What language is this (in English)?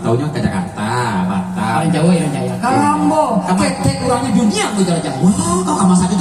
Minangkabau